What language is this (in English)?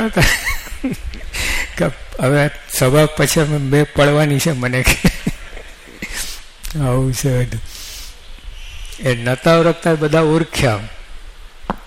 Gujarati